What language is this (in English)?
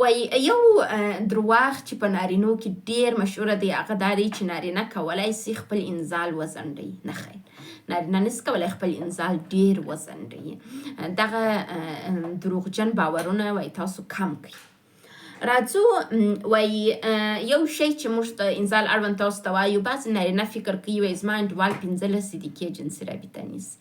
Pashto